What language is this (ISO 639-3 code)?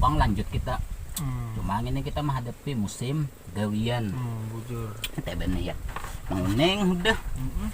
bjn